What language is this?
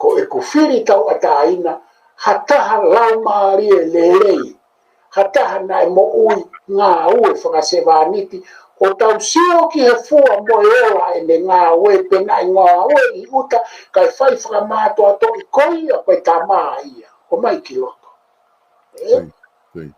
Tongan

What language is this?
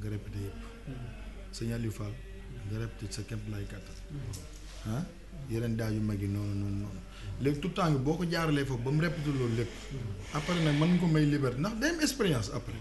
Wolof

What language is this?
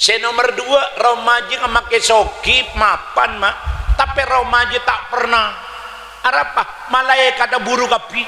Madurese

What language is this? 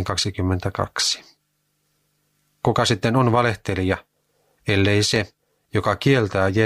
Finnish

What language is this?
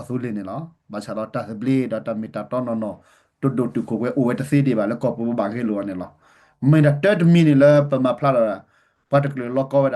S'gaw Karen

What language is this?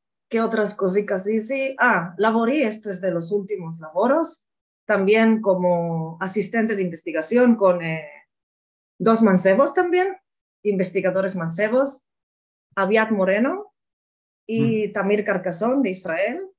Ladino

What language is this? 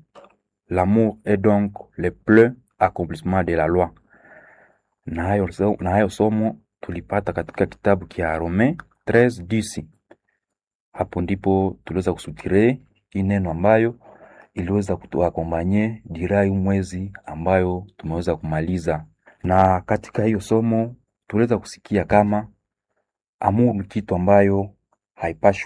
Swahili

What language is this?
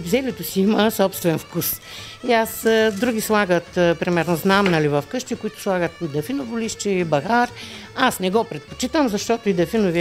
Bulgarian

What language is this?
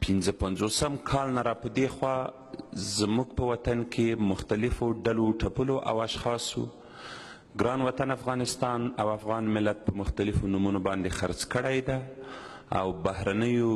Pashto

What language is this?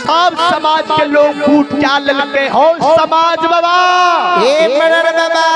Maithili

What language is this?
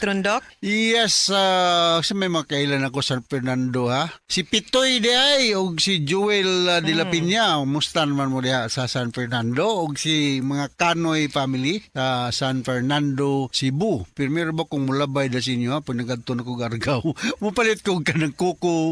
Cebuano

